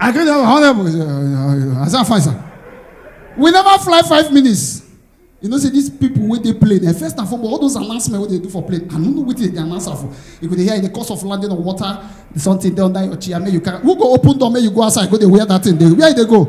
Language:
Nigerian Pidgin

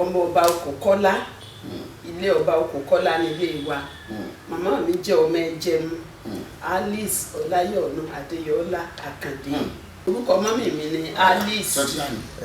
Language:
Yoruba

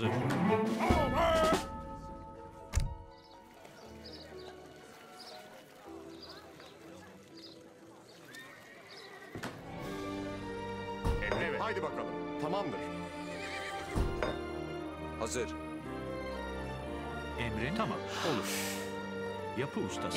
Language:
Turkish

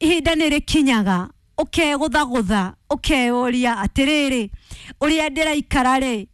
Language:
Kikuyu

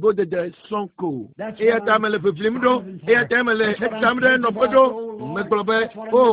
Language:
Ewe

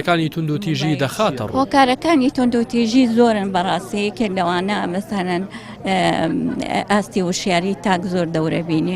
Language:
Central Kurdish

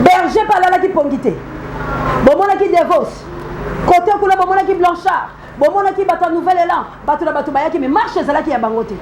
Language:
Lingala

